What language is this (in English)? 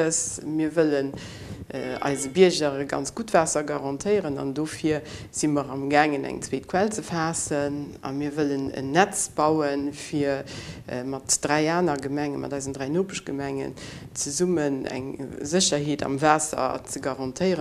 Luxembourgish